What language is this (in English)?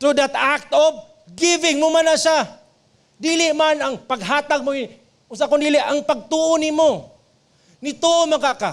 Cebuano